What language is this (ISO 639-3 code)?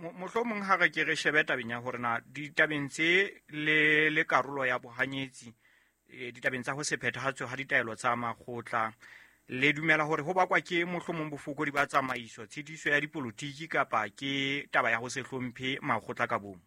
sot